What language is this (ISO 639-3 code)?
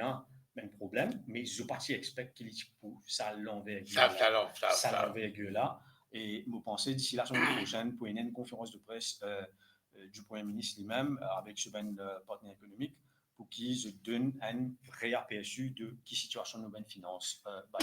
mfe